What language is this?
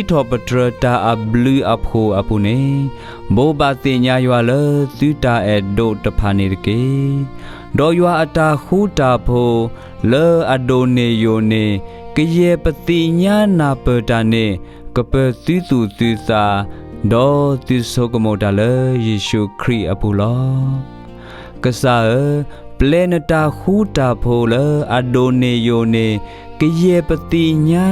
S'gaw Karen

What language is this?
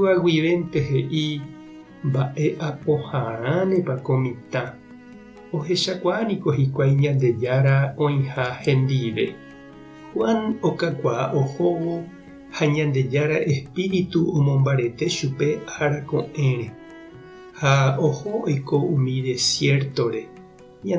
Guarani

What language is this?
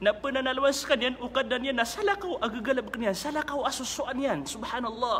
Maranao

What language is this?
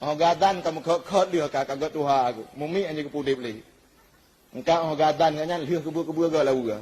Achinese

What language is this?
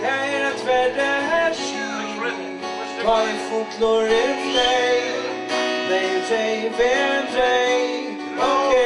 Faroese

